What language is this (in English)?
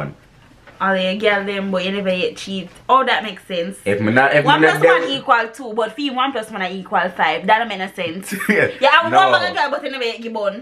Jamaican Creole English